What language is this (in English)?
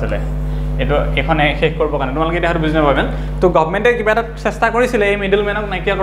Assamese